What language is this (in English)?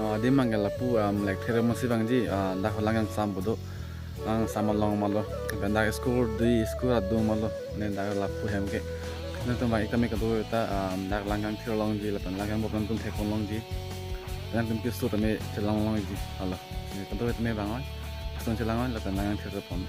Karbi